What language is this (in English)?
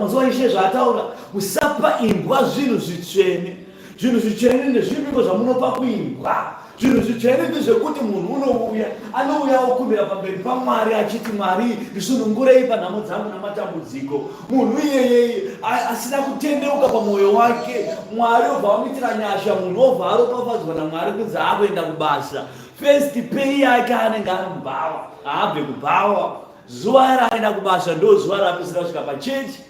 Shona